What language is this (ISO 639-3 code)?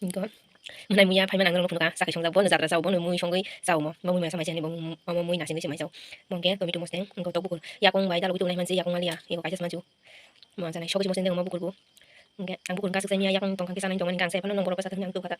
trp